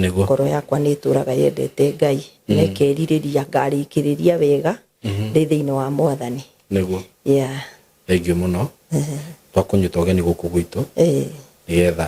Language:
Kikuyu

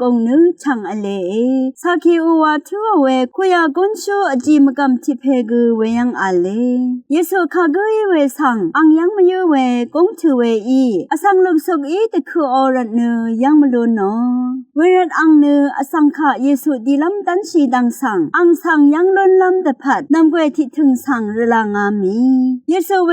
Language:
Rawang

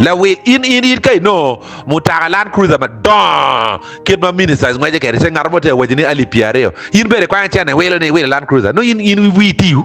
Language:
Acoli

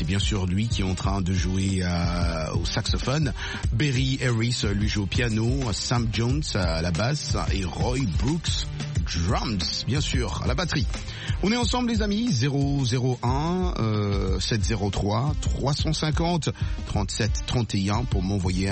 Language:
French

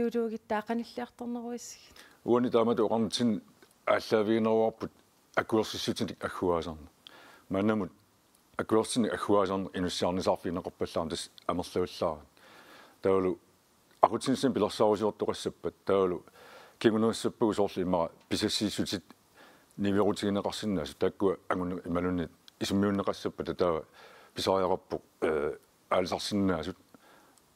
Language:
Kalaallisut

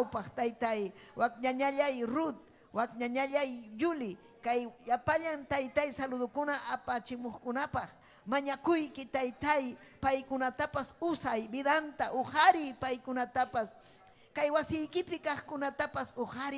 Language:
Ayacucho Quechua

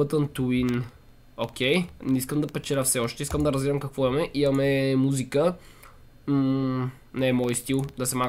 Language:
Bulgarian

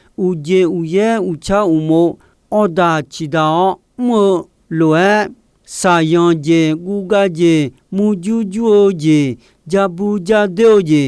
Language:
Akha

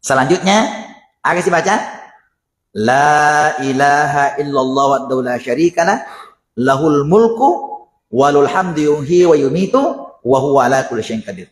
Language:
Buginese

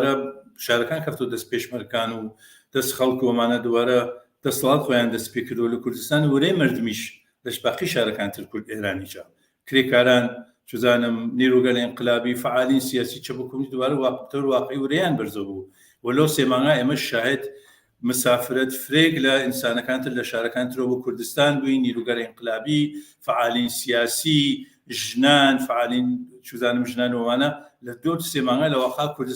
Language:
Central Kurdish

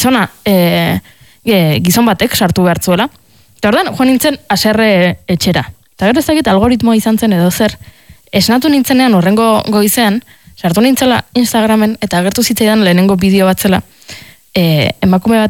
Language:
Basque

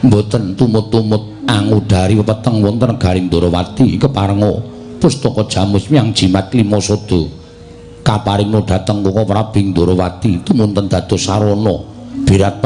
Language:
Javanese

